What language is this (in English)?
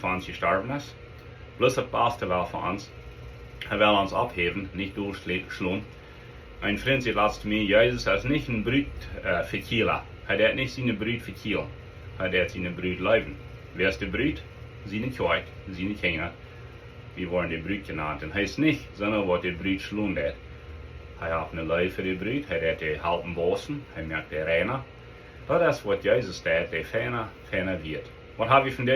Plautdietsch